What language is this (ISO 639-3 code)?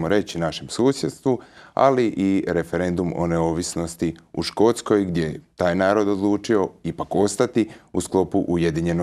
hrv